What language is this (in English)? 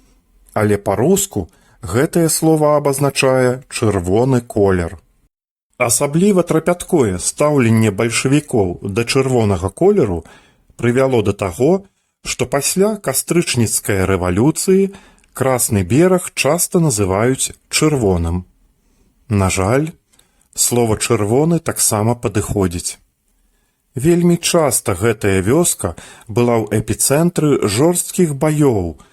Belarusian